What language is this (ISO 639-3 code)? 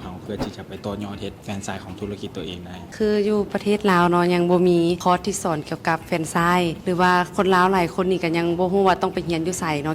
lao